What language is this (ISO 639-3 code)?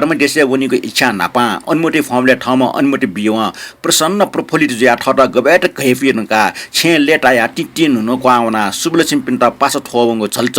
new